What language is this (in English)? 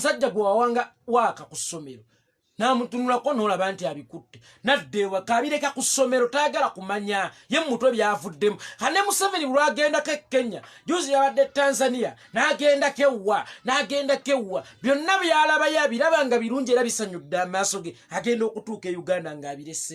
Ganda